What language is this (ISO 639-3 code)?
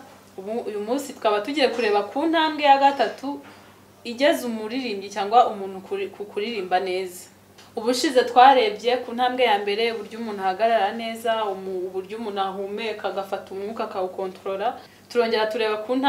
kin